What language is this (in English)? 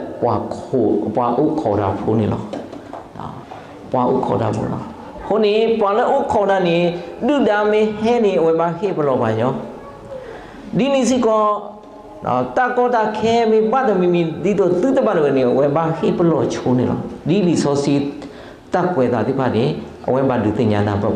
S'gaw Karen